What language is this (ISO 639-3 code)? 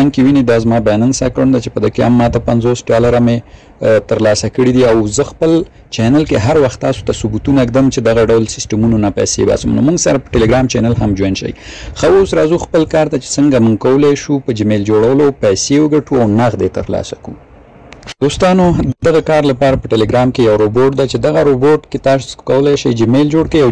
pus